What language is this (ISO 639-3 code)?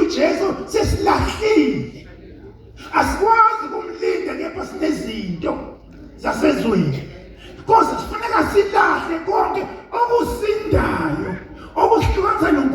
zul